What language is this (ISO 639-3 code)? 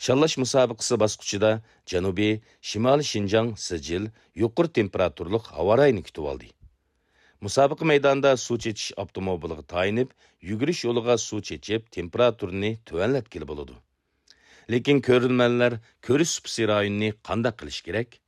uig